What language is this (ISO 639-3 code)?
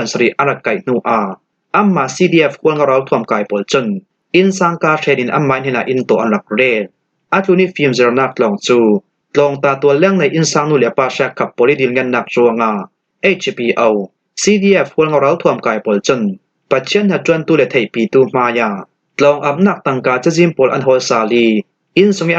cfm